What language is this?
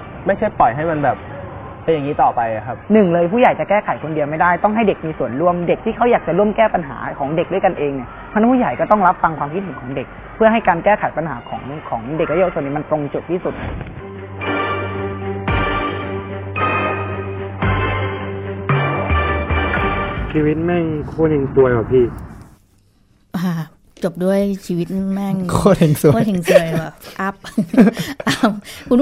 Thai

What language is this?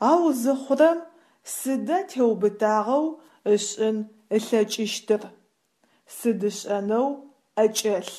Adyghe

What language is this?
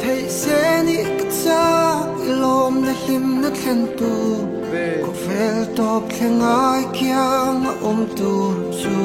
Mizo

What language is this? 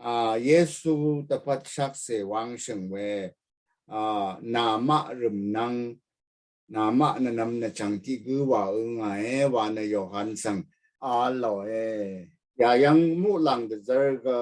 Rawang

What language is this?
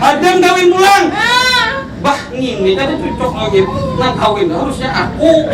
Banjar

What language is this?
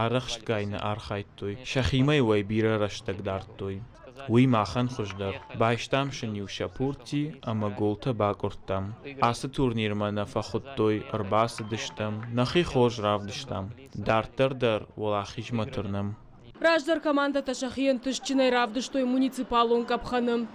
Ossetic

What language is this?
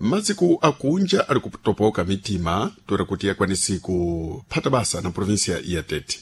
Sena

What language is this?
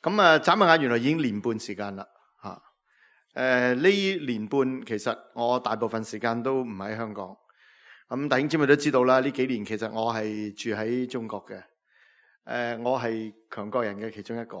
Cantonese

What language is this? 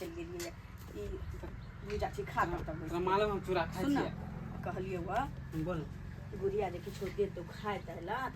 Maithili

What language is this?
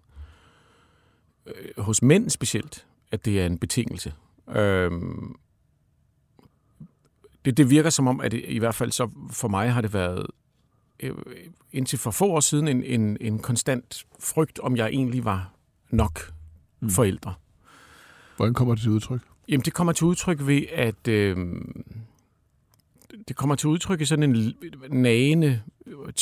Danish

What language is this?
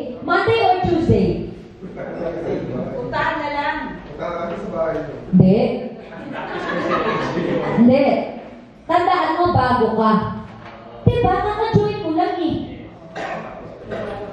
Filipino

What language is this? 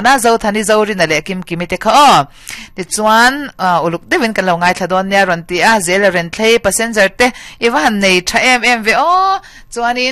Mizo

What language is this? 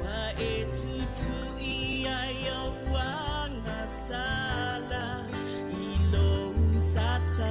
Samoan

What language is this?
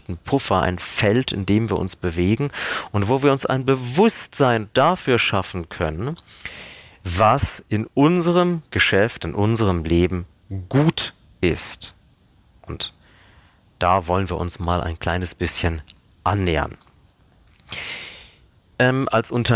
German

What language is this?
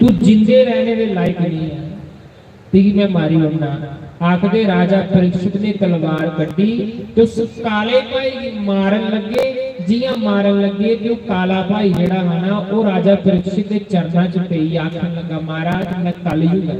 Dogri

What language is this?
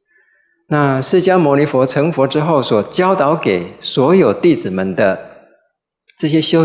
Chinese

